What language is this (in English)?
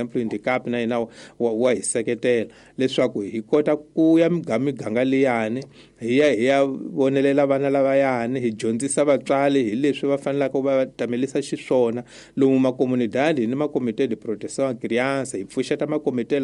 Tsonga